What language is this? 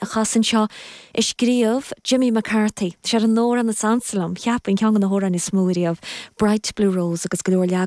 Irish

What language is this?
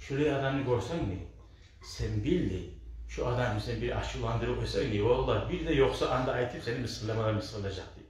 Kumyk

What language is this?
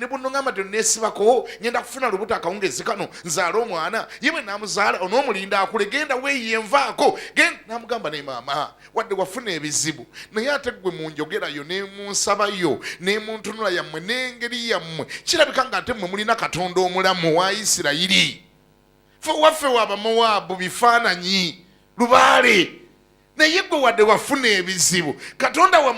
Ganda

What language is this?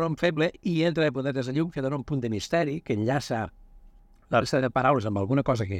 Catalan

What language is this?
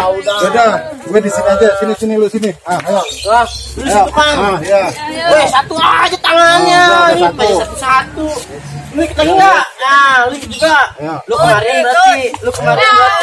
Betawi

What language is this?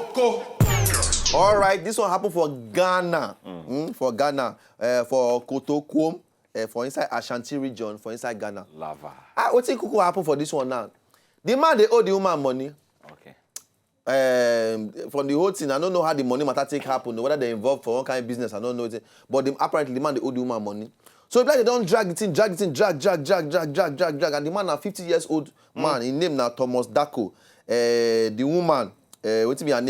Nigerian Pidgin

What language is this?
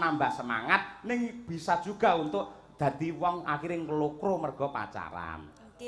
Javanese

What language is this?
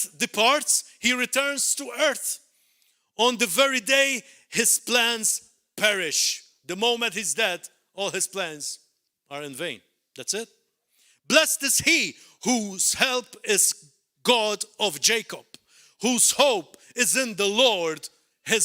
English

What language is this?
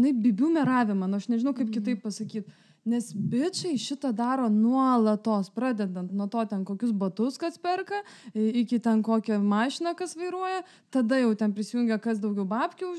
Lithuanian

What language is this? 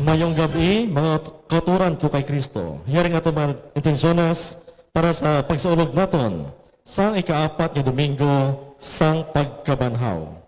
Hiligaynon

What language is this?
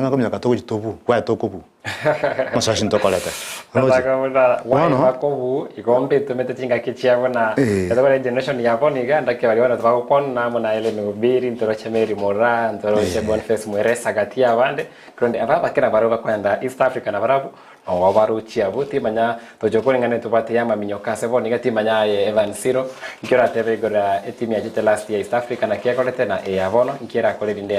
Gusii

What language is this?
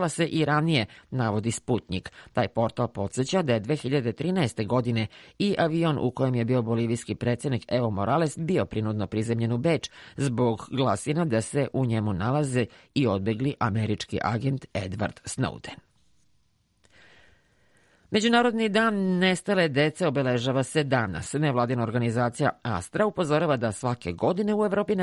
Serbian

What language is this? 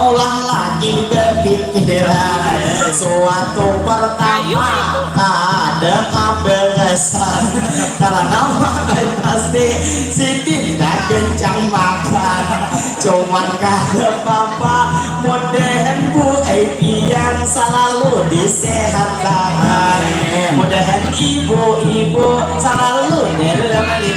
Banjar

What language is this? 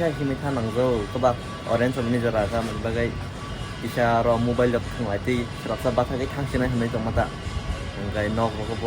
Kok Borok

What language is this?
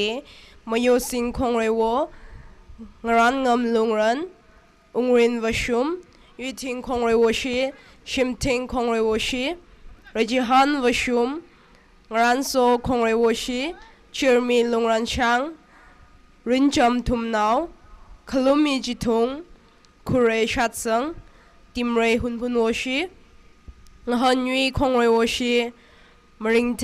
Tangkhul Naga (India)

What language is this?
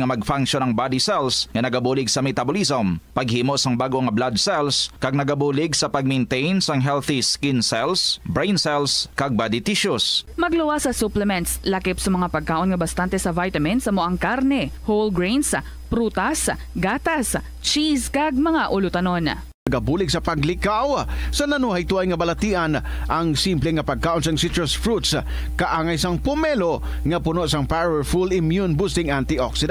Hiligaynon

